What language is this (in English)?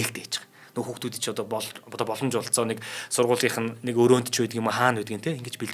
Mongolian